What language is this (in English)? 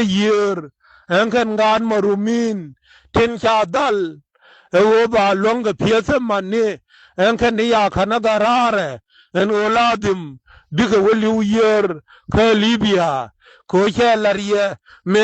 Nuer